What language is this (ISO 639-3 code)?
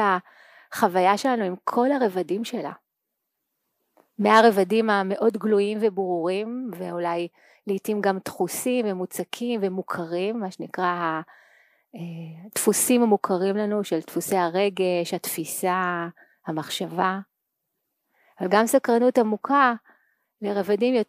heb